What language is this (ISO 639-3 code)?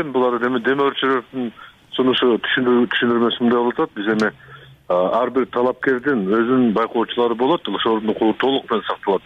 kir